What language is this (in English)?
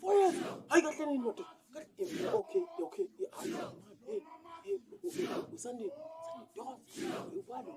Zulu